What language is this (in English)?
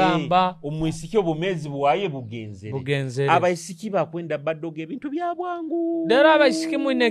Nyoro